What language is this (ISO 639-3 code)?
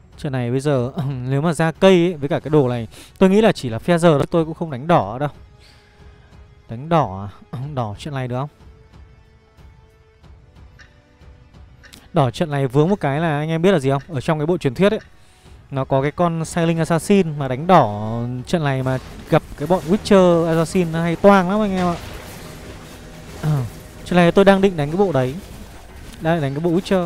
vie